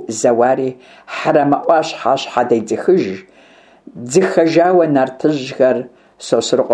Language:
Kabardian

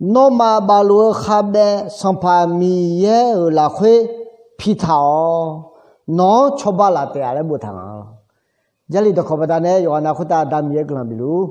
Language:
Akha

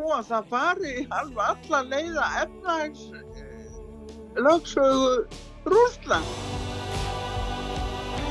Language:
Icelandic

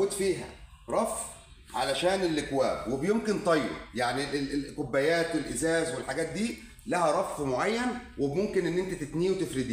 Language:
Egyptian Arabic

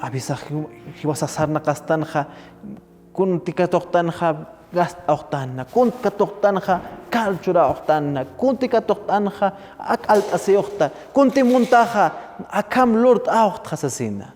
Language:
Aymara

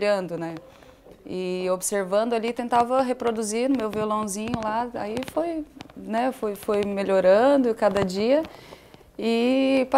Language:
Portuguese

